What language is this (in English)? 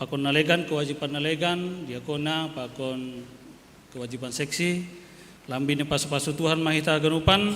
Batak Simalungun